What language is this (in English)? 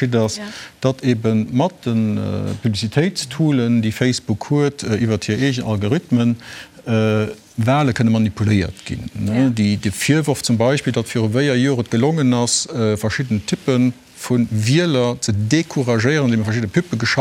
Luxembourgish